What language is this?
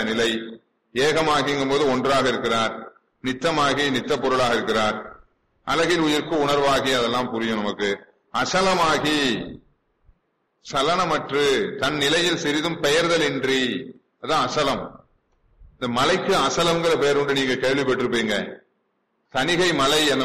Tamil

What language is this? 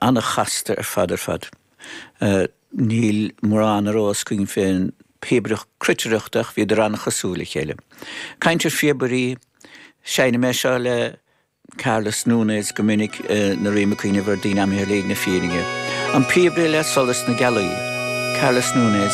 Irish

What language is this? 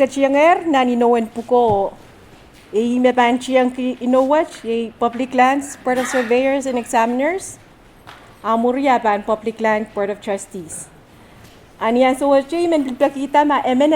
Pohnpeian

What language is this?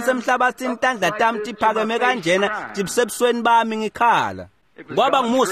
Swati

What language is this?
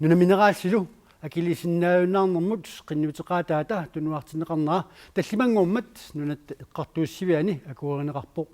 Kalaallisut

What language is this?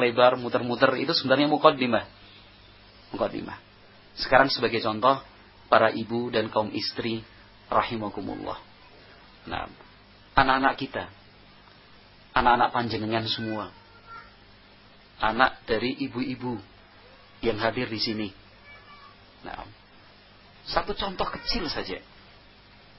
Indonesian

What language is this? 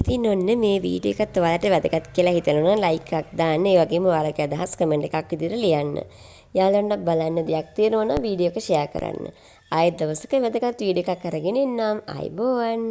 Sinhala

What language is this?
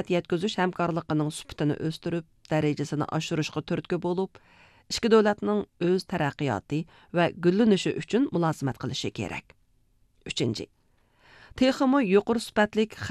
Uyghur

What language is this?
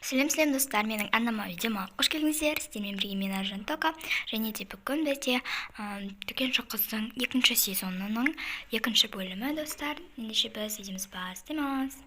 Kazakh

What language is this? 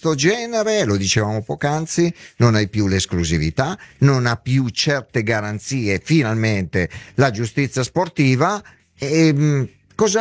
Italian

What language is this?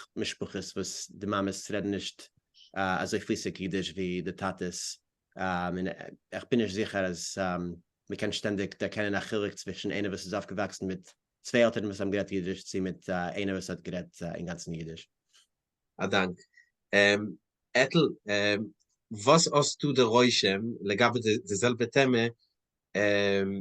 Yiddish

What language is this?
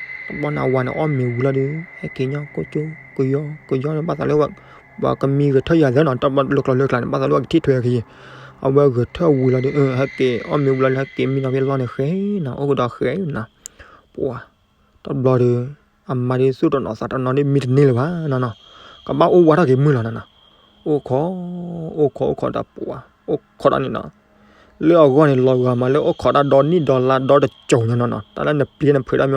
S'gaw Karen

